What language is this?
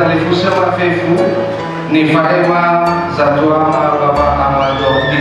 Nias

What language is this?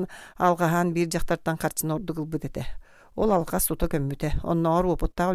Yakut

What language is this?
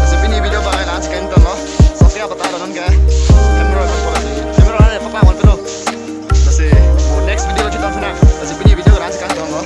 Karbi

